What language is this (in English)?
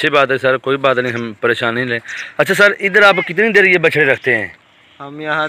Hindi